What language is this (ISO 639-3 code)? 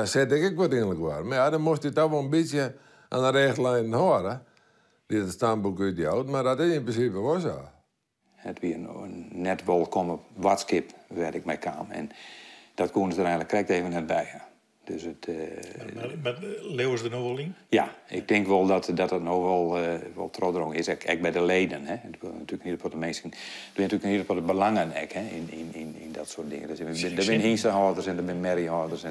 fry